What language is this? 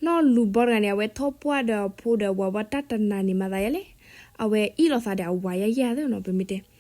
S'gaw Karen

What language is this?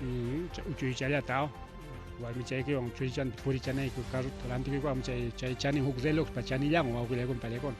Ayacucho Quechua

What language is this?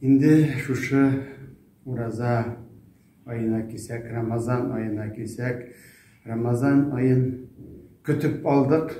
Tatar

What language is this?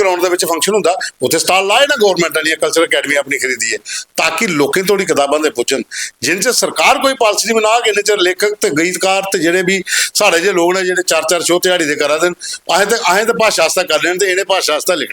Dogri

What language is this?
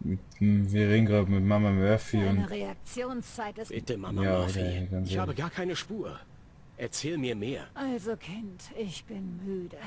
Bavarian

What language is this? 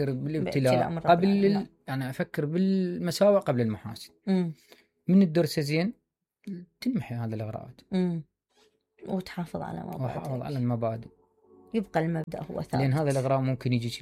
Mesopotamian Arabic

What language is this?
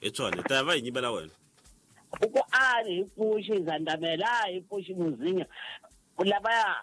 Tsonga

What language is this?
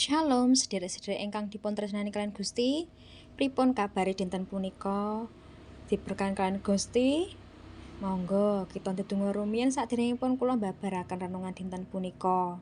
Javanese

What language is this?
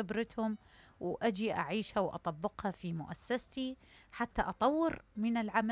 Mesopotamian Arabic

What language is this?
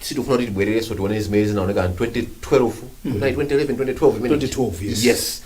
Nyanja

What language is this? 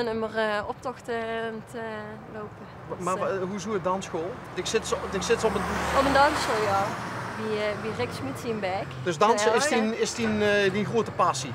Limburgish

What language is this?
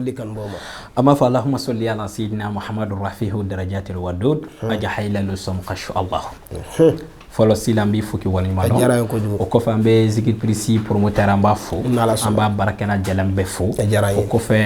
Bambara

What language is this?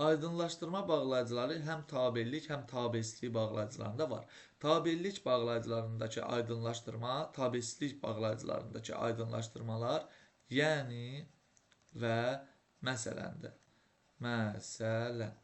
Azerbaijani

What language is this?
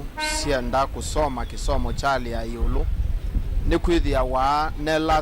Kamba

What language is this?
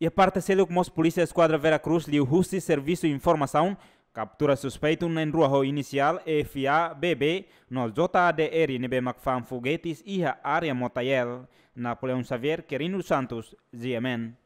Tetum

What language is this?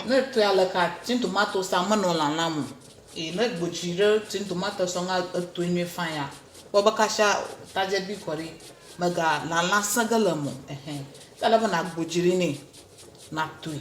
Ewe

